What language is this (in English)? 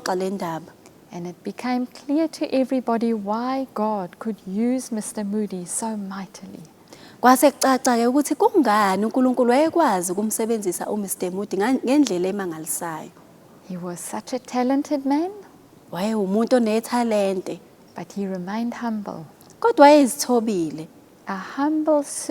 Zulu